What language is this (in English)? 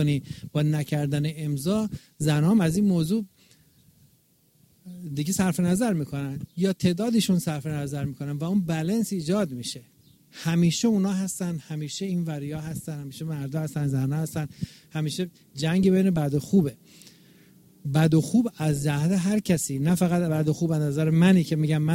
Persian